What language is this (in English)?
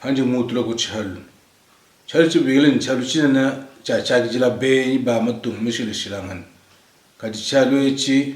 Luba-Lulua